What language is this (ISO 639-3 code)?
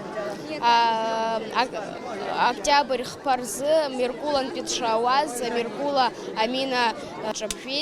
abk